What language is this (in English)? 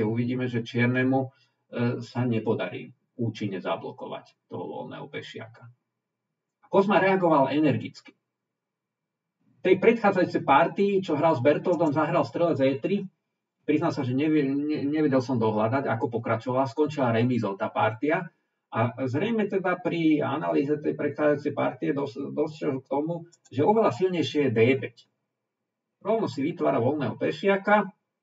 Slovak